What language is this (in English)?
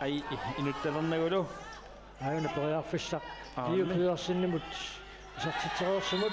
Kalaallisut